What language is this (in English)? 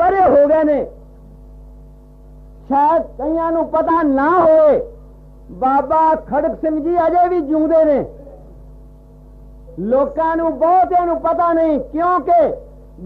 Punjabi